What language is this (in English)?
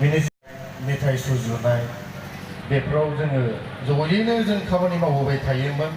Bodo